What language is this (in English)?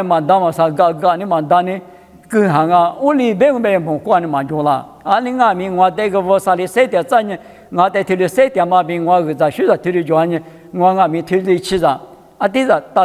Lisu